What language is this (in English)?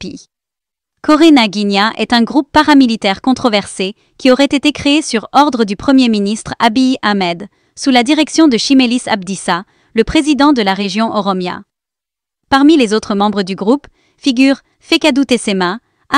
French